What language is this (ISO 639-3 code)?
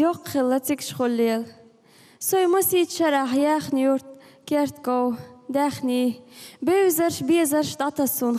che